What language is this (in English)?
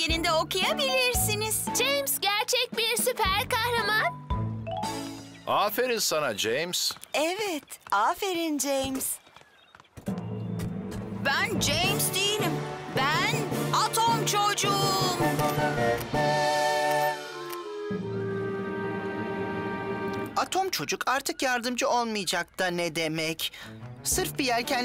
Turkish